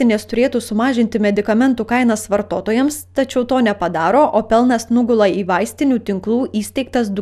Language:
Lithuanian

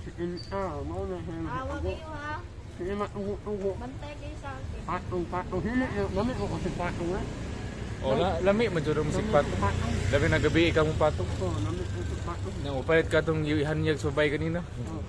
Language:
Cebuano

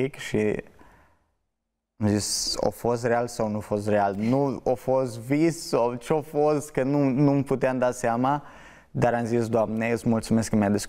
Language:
Romanian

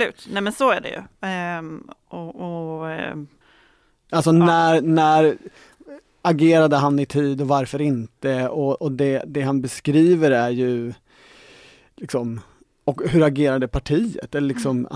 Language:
Swedish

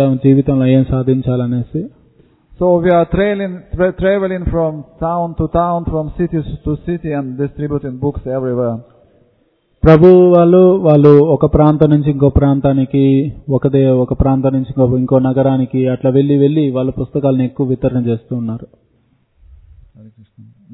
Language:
Telugu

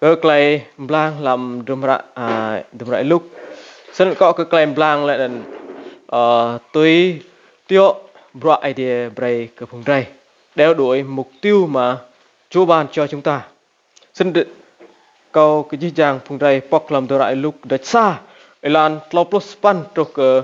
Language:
Rade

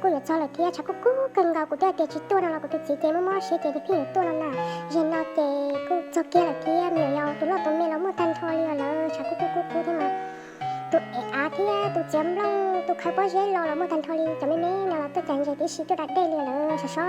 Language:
Hmong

